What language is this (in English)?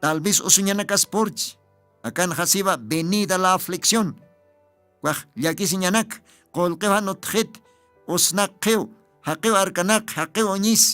Aymara